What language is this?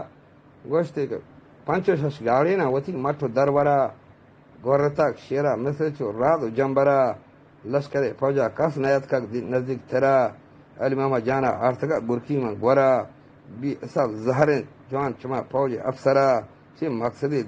Eastern Balochi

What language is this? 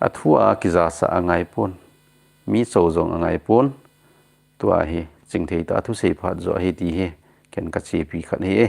Thado Chin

